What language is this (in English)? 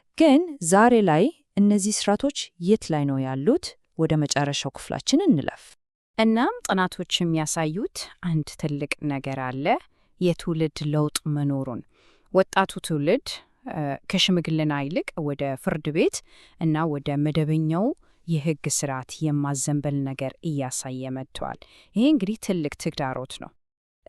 Amharic